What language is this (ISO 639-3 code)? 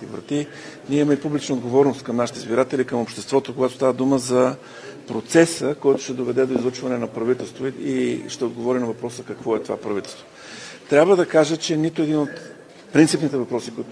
bul